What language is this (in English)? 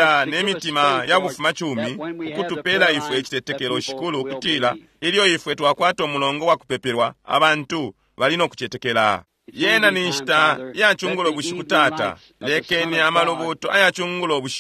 Bemba